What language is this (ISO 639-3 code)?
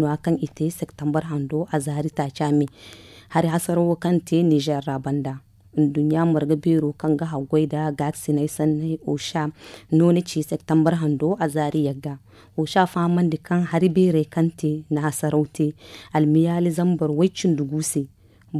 dje